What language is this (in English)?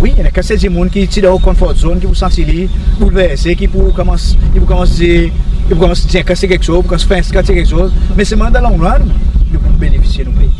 Seselwa Creole French